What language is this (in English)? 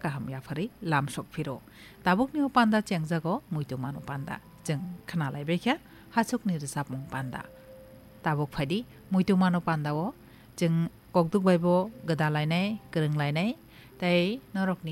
Kok Borok